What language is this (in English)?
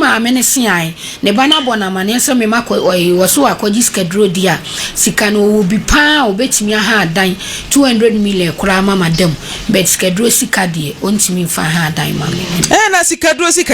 Akan